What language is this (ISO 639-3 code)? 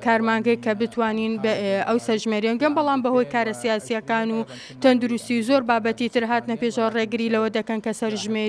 ckb